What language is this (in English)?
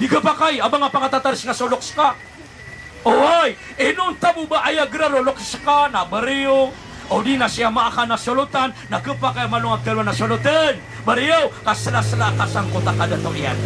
Maranao